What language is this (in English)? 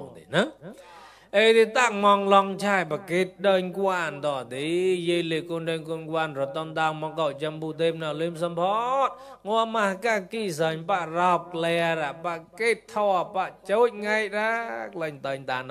Mon